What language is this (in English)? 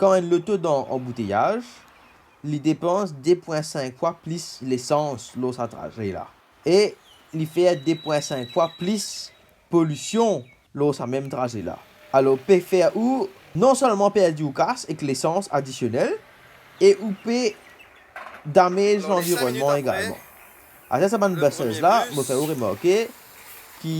Morisyen